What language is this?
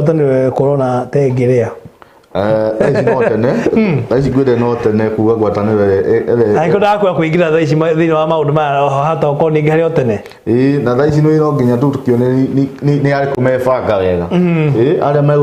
Kikuyu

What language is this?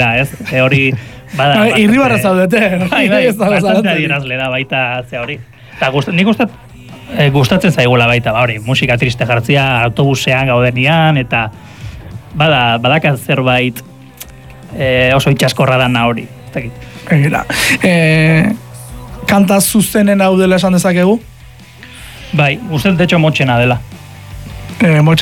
Basque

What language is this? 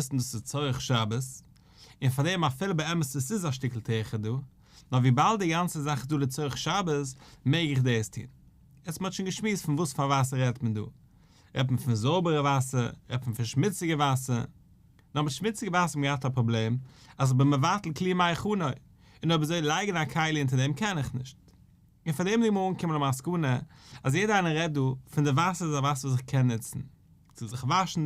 Yiddish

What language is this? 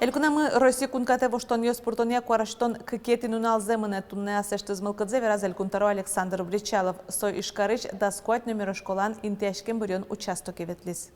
Udmurt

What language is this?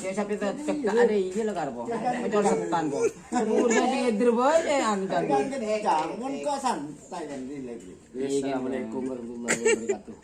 Madurese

